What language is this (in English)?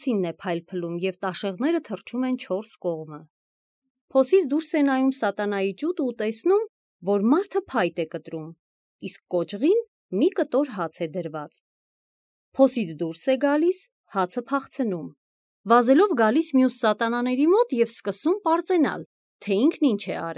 Armenian